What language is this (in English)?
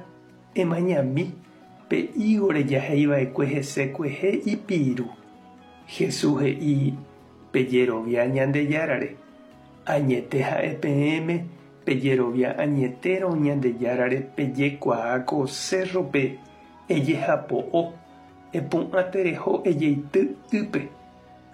Guarani